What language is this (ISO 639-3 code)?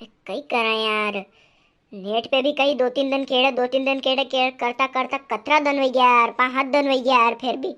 raj